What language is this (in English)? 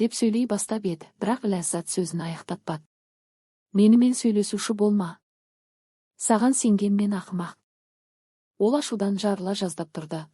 Kazakh